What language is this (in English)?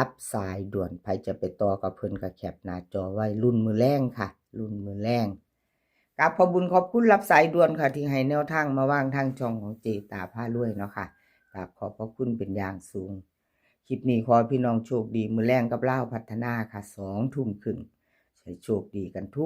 Northeastern Thai